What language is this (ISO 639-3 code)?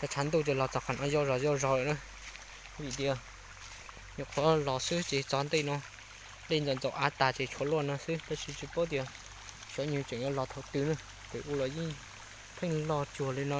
hmn